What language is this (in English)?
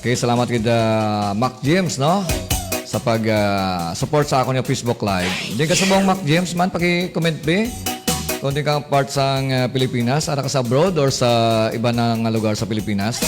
Hiligaynon